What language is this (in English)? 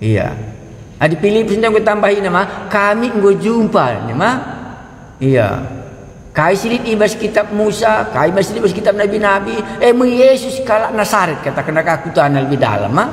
Batak Karo